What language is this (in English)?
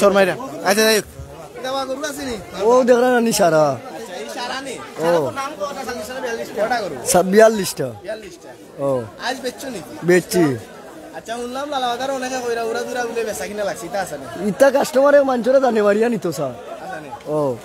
Sylheti